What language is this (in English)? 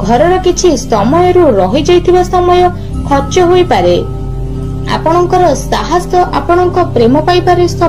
Odia